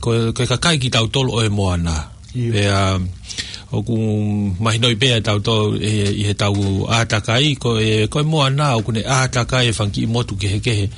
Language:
Tongan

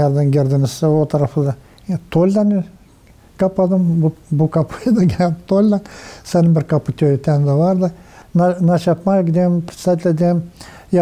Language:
Gagauz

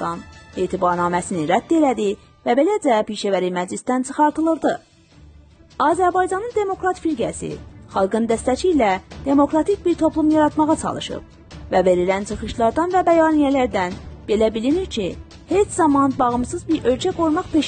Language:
South Azerbaijani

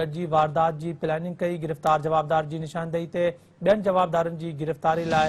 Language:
Sindhi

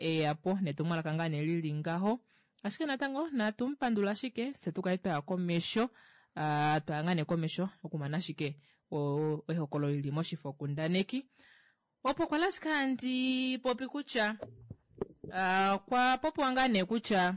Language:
Kuanyama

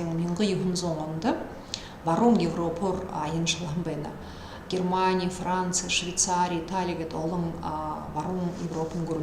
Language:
Buriat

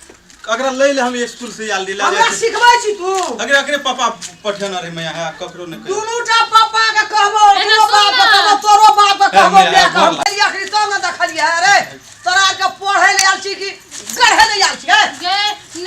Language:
Maithili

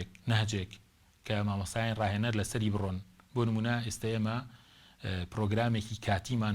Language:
Central Kurdish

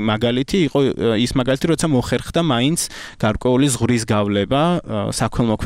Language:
Georgian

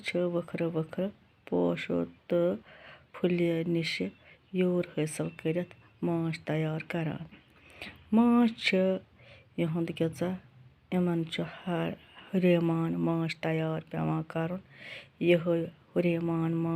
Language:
Kashmiri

